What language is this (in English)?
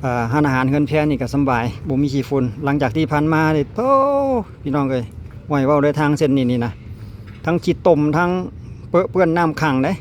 Lao